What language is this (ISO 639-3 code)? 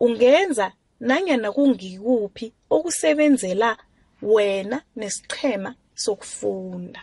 nbl